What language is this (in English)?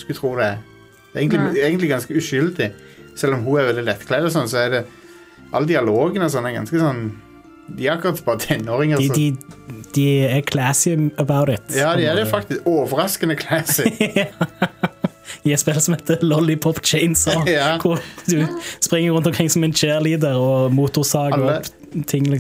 Norwegian